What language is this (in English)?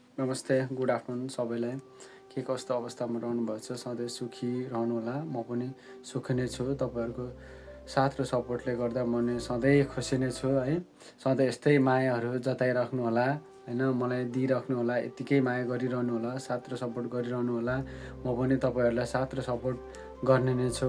Nepali